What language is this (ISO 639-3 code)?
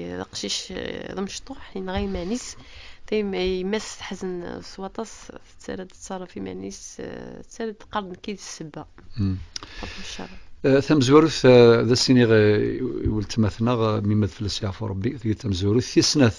kab